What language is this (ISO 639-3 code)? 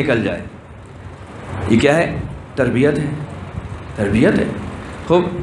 urd